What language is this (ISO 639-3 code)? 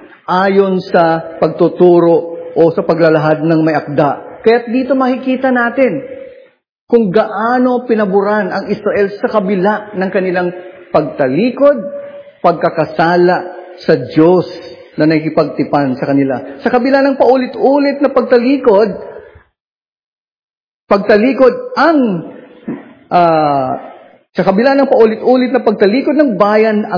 fil